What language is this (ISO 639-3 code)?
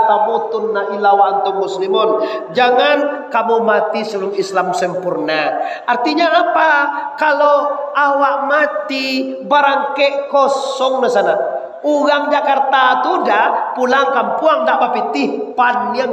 min